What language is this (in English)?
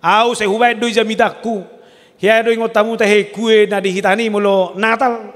Batak Toba